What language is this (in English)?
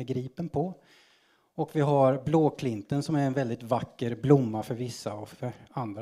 Swedish